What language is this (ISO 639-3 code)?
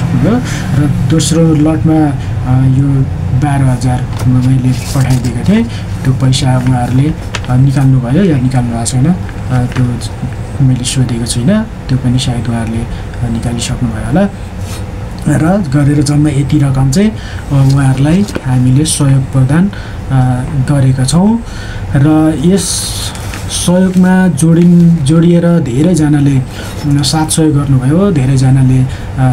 nep